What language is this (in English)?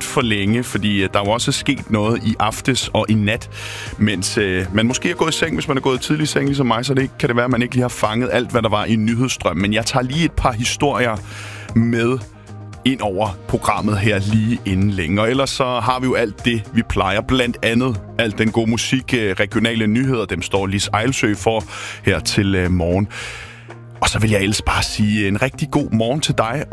Danish